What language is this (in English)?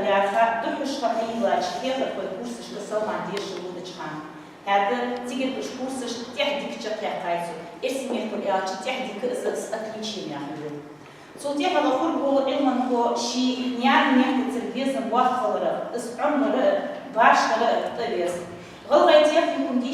Ingush